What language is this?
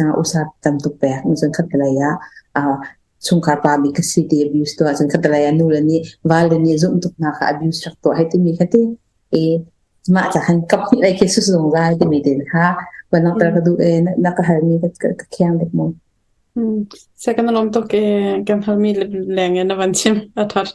Hakha Chin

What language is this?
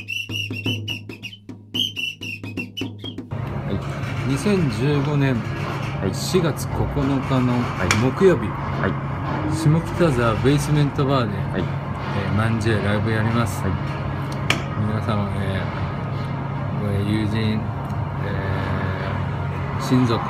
Japanese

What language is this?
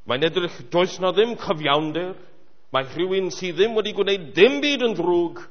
Welsh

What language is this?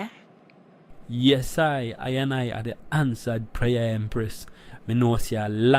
Jamaican Creole English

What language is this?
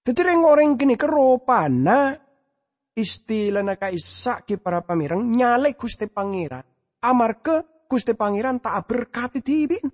Madurese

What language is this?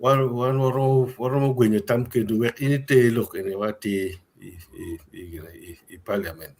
Acoli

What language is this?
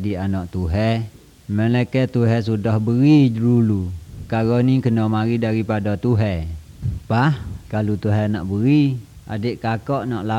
Malay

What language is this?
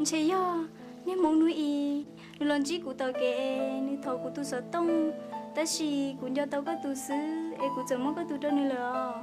Hmong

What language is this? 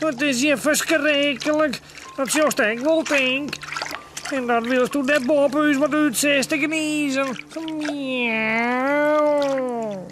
Western Frisian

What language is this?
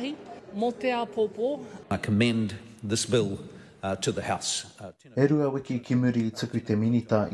Māori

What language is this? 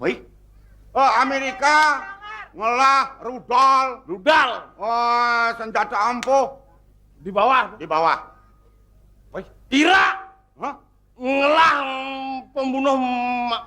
Balinese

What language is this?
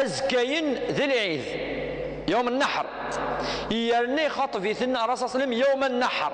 Kabyle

